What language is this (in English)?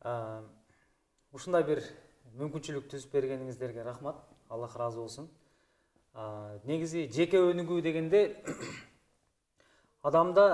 Kyrgyz